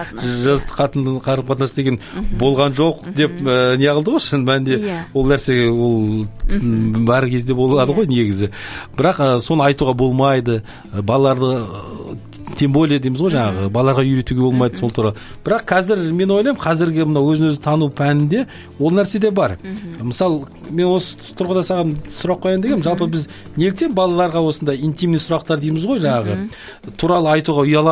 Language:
Kazakh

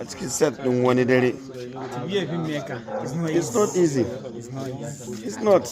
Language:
Hausa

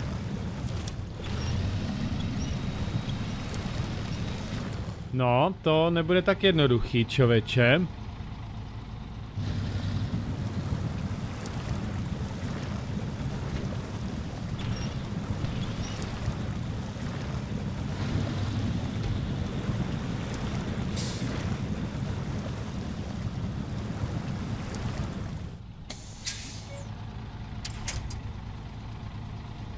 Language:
Czech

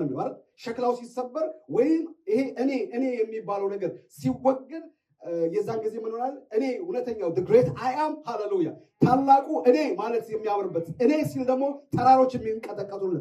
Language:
Amharic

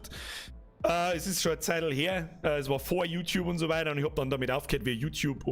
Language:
Bavarian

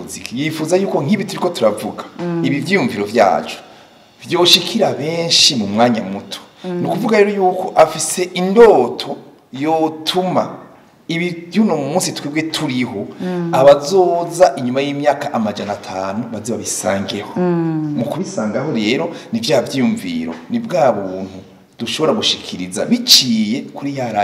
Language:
Rundi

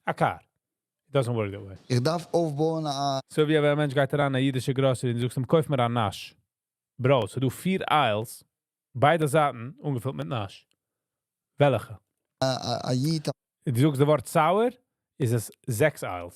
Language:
Yiddish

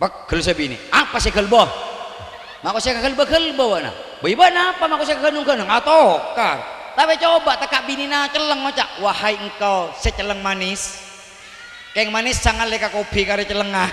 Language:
Madurese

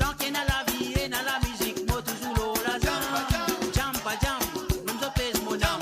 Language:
Morisyen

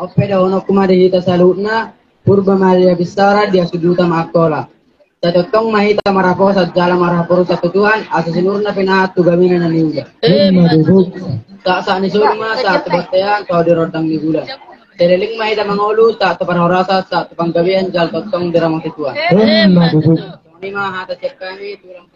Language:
Batak Toba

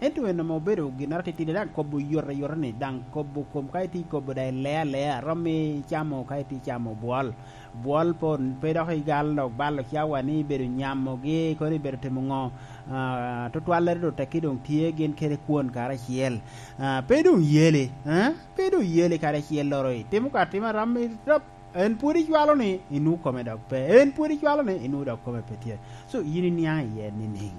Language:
Lango (Uganda)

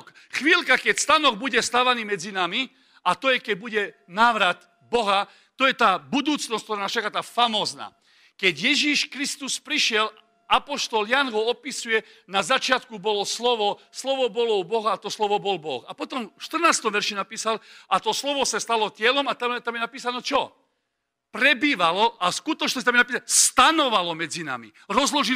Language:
Slovak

